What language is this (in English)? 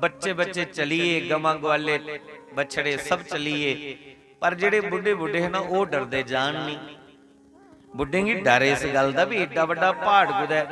Dogri